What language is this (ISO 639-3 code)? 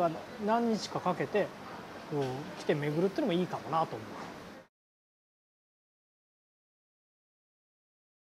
jpn